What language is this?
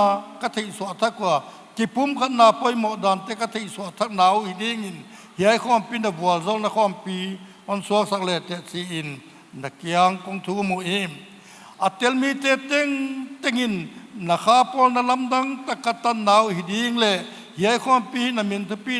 Paite Chin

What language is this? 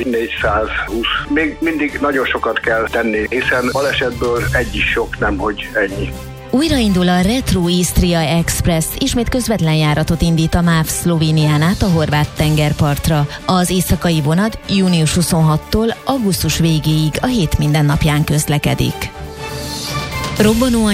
Hungarian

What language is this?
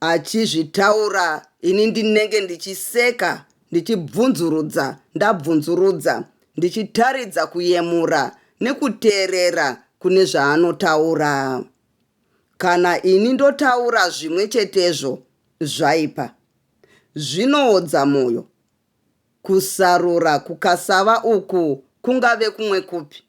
Shona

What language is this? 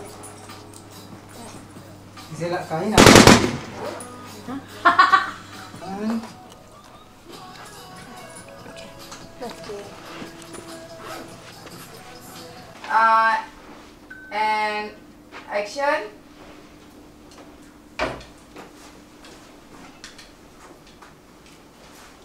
Malay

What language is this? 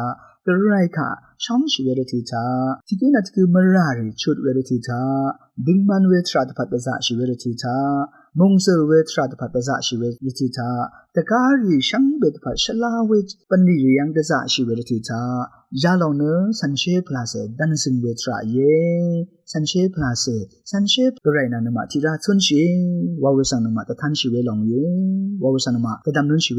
Rawang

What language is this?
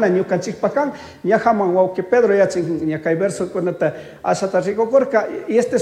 Chimborazo Highland Quichua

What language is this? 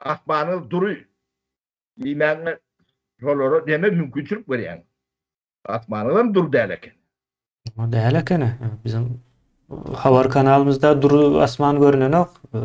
Turkmen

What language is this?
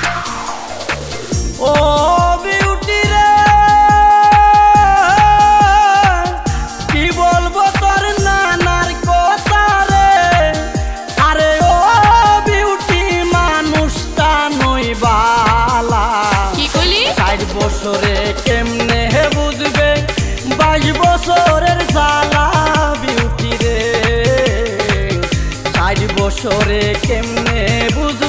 Bangla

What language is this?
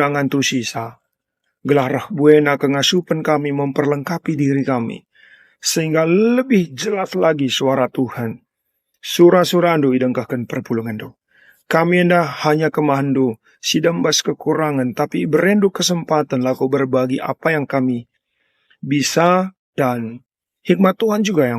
Batak Karo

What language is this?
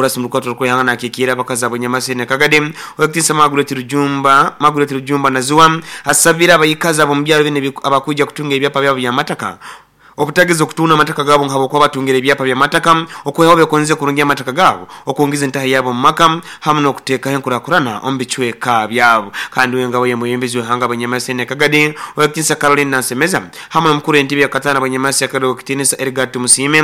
Nyoro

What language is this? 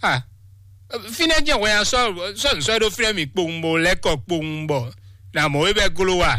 Fon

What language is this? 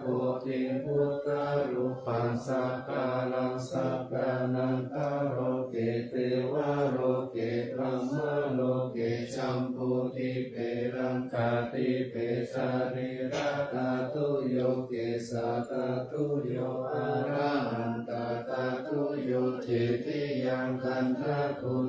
Pali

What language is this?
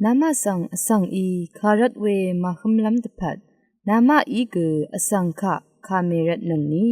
Rawang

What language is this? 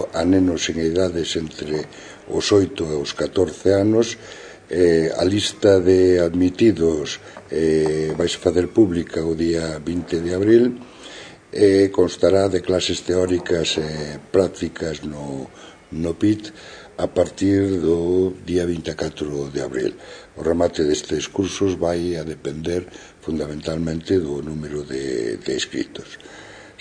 Galician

